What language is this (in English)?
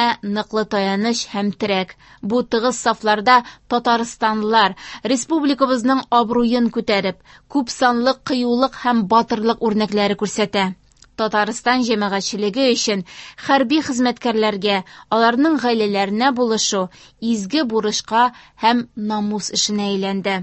Tatar